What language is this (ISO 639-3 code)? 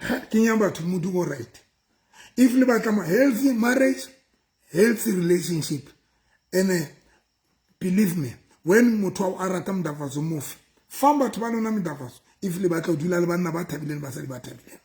sot